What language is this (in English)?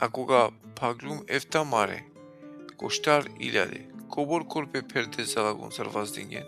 Balkan Romani